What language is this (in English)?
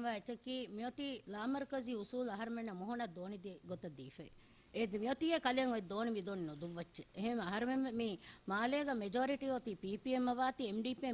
Divehi